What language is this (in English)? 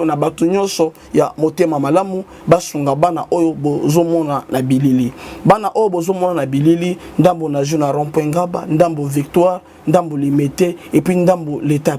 Lingala